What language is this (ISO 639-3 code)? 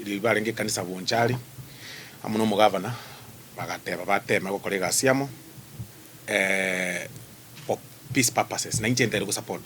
guz